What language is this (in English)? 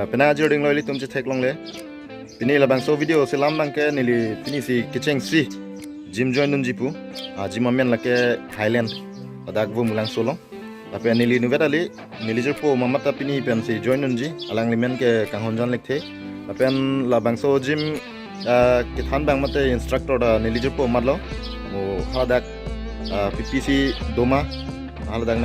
Karbi